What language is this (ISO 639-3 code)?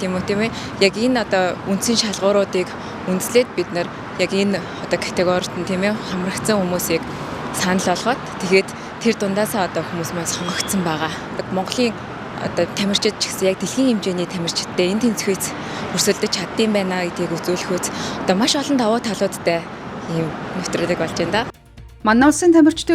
mon